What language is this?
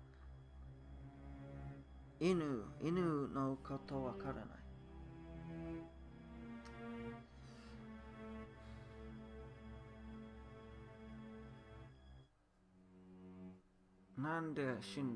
Japanese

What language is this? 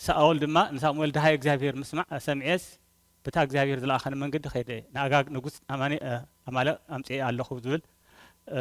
Tigrinya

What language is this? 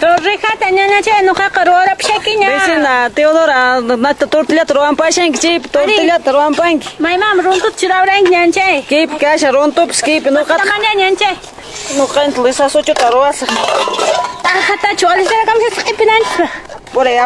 Quechua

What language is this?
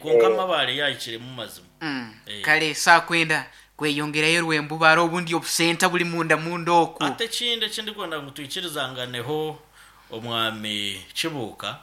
Nyankole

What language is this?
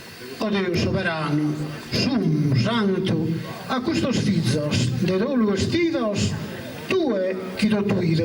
Sardinian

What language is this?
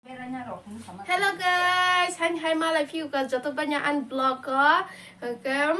Kok Borok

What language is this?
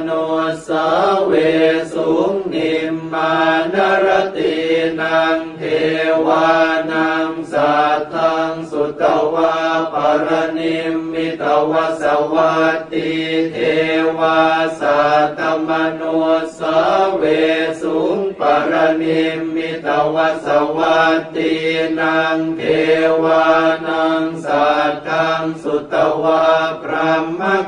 Pali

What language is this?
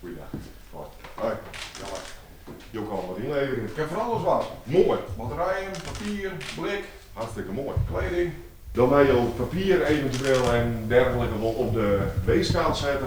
Western Frisian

